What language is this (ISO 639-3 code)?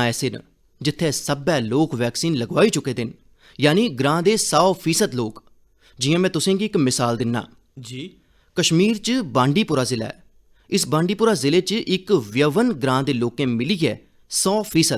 doi